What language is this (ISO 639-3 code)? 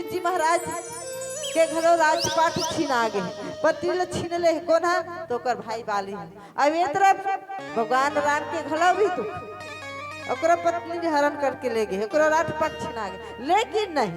hne